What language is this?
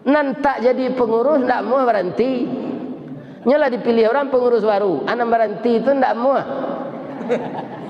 Minangkabau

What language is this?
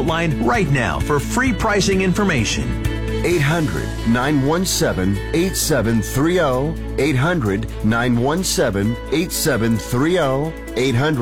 English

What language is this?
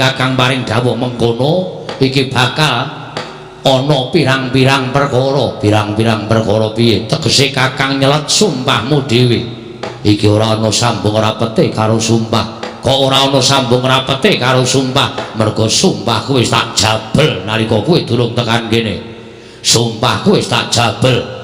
Javanese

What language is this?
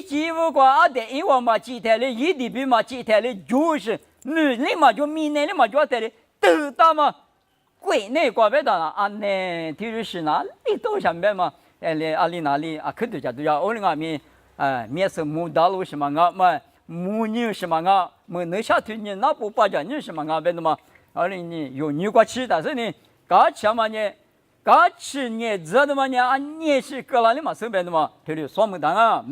Lisu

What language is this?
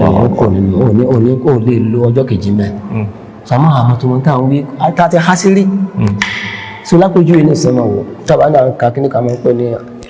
Yoruba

